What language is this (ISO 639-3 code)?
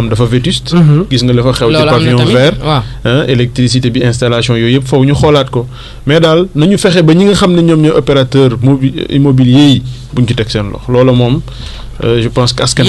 wol